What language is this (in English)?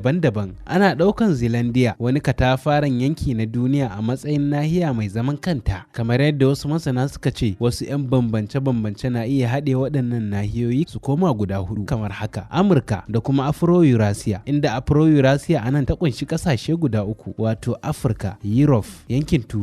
Hausa